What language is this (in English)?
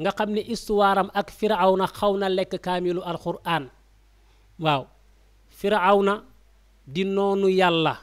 Wolof